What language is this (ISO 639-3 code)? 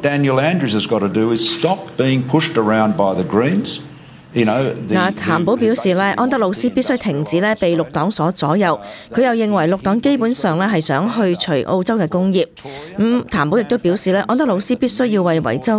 yue